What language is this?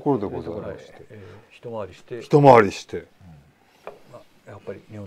Japanese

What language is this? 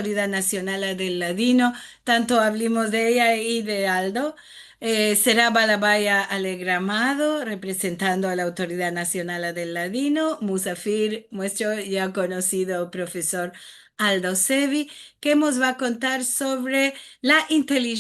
Ladino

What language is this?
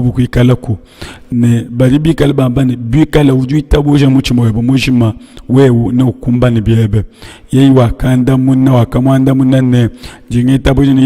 Luba-Lulua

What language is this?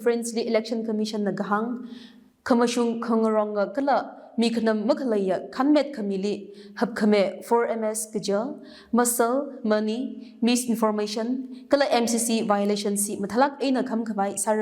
Tangkhul Naga (India)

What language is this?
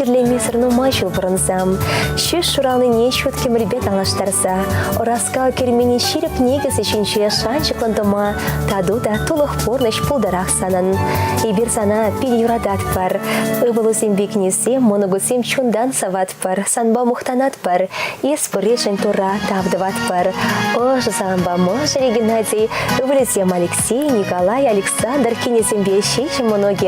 Chuvash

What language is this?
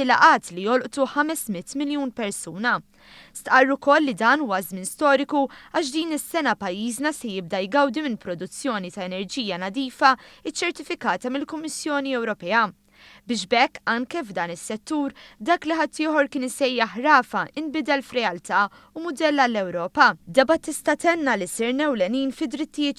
Maltese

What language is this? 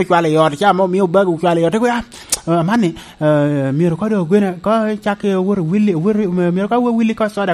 Lango (Uganda)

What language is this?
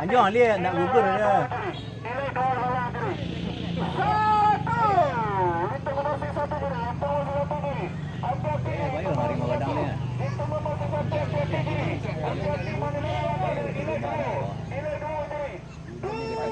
Minangkabau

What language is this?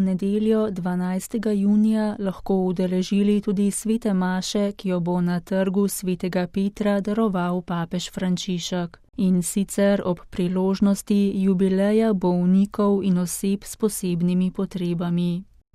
Slovenian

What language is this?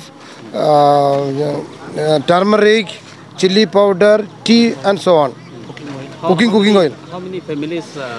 Karbi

